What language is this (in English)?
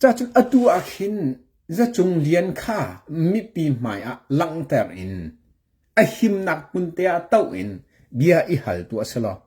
Hakha Chin